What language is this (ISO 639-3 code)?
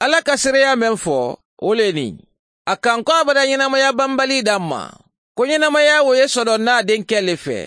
man